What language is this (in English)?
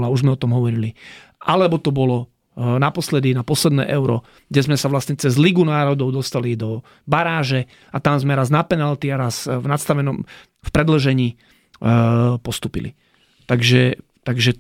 Slovak